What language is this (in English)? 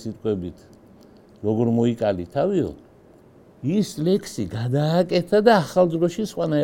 Georgian